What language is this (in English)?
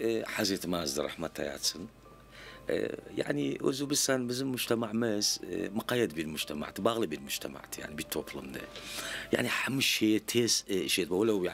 Turkish